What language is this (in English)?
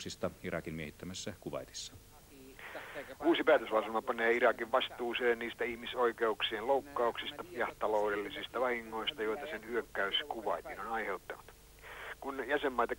Finnish